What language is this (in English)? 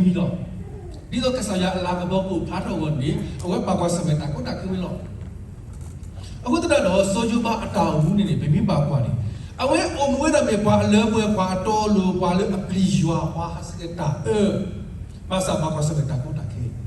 S'gaw Karen